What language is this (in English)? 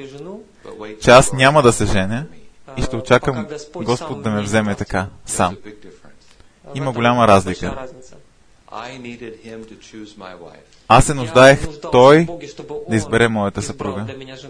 Bulgarian